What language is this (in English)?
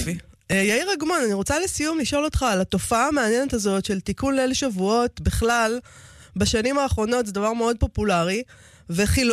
Hebrew